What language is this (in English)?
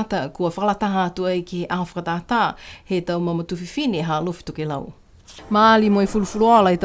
Niuean